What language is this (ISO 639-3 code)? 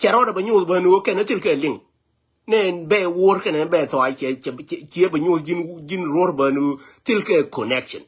nus